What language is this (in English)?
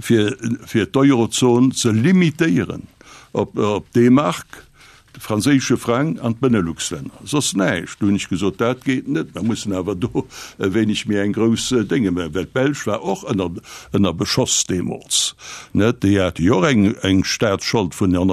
Luxembourgish